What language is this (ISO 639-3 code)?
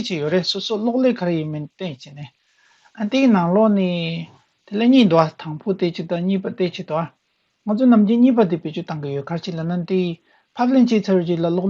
bod